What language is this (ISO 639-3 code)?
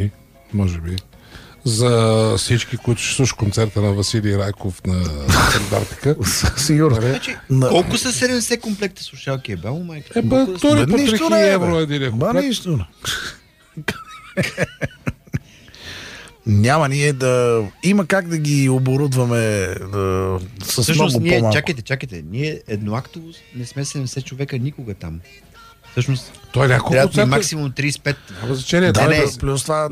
bul